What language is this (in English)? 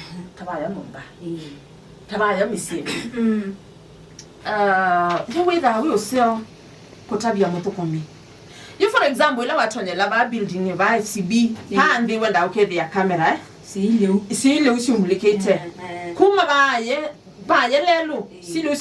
Kamba